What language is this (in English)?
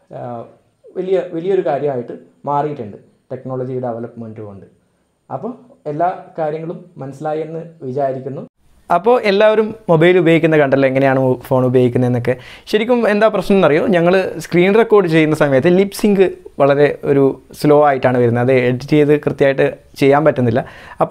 Malayalam